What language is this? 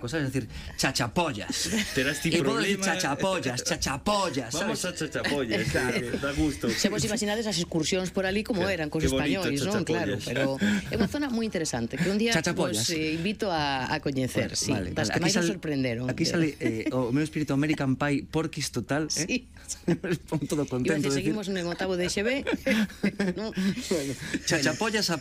Galician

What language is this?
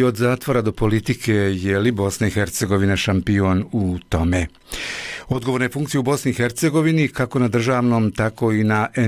Bosnian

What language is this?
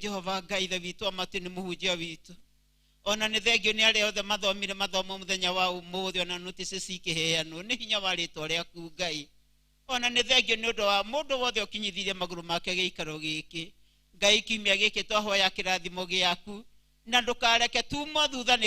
Kikuyu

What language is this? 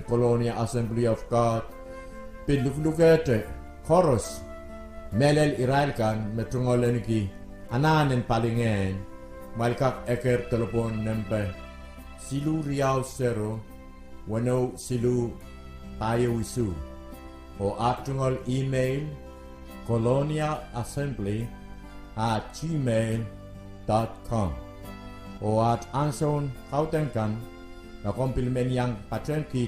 Pohnpeian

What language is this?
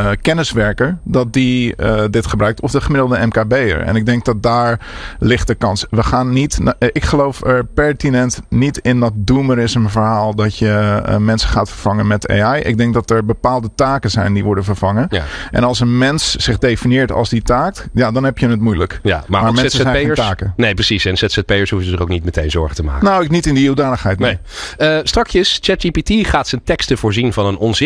Dutch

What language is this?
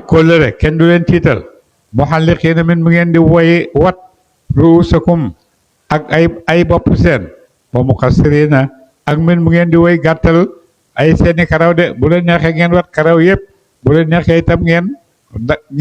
Wolof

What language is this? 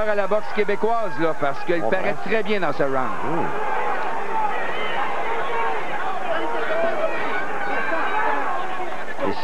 French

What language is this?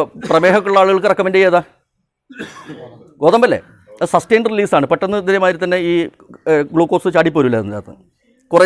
Malayalam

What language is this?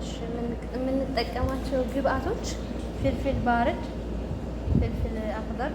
Amharic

